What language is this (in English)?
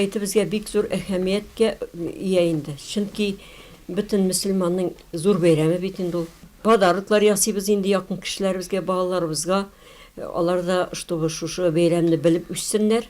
Tatar